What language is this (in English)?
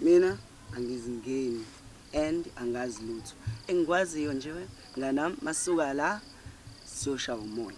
Zulu